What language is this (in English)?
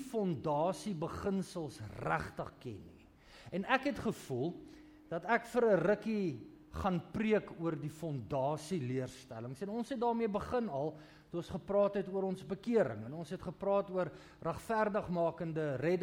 Afrikaans